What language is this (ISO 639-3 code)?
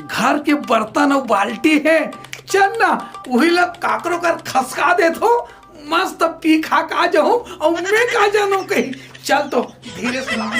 hne